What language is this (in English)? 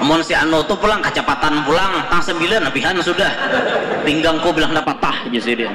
Banjar